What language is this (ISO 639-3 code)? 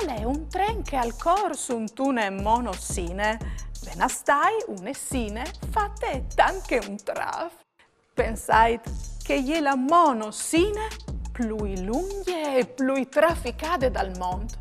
fur